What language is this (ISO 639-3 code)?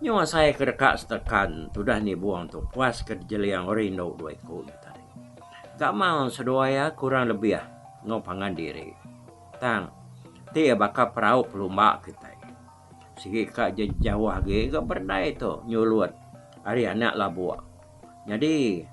iba